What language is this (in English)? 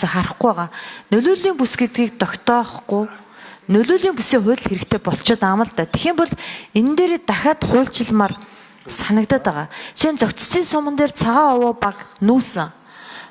Mongolian